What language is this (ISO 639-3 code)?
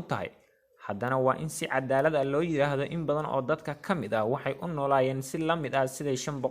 som